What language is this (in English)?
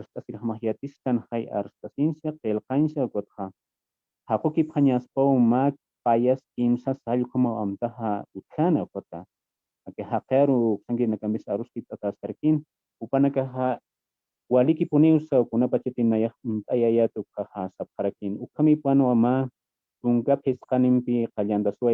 Aymara